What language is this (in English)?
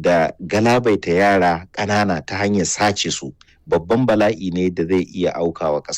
Hausa